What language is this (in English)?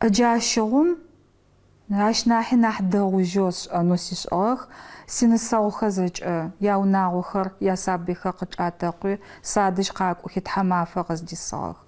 Adyghe